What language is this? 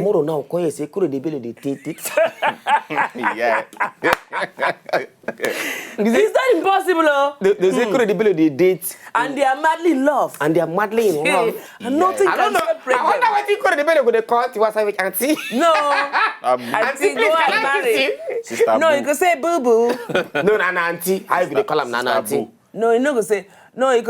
Nigerian Pidgin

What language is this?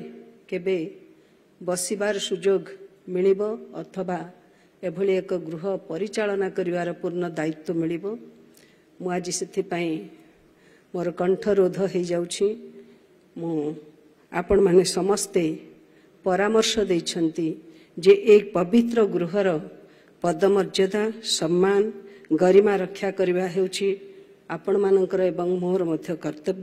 Odia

